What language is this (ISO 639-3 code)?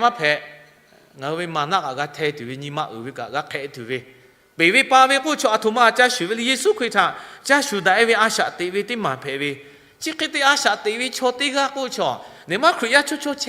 lhu